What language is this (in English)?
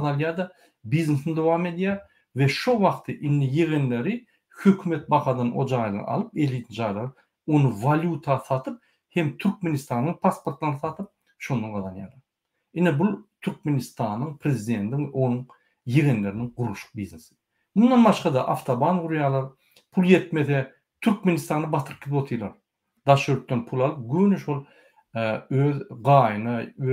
Turkmen